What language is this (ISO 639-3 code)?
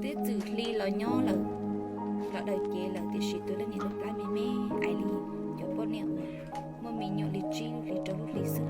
hmn